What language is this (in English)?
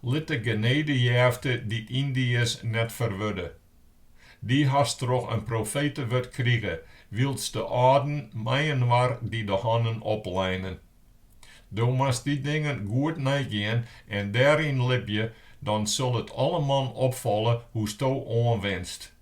Western Frisian